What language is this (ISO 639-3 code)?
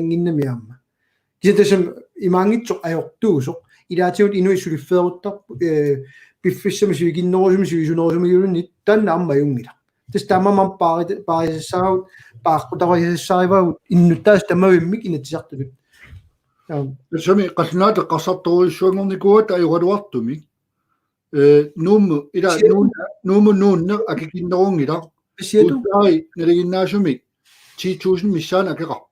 kal